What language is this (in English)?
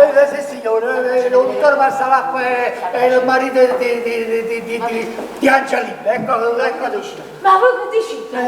Neapolitan